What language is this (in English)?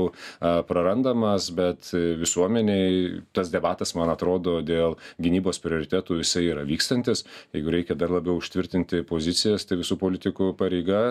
Lithuanian